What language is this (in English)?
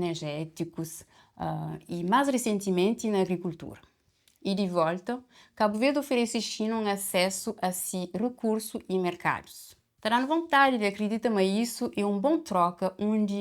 Kabuverdianu